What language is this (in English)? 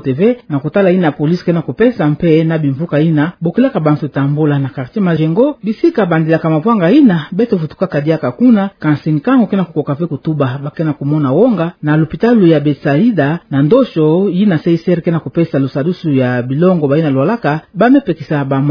Kituba (Democratic Republic of Congo)